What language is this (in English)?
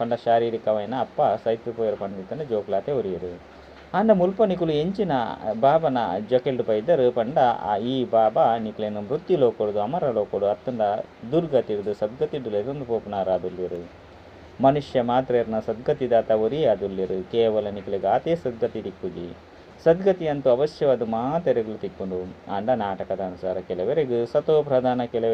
Tulu